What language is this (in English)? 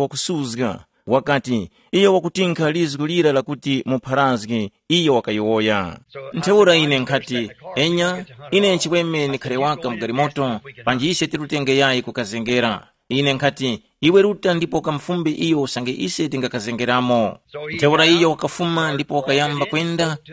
Tumbuka